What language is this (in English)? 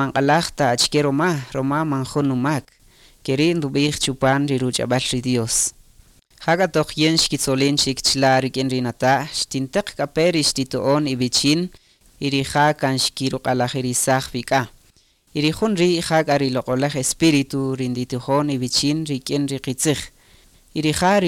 Kaqchikel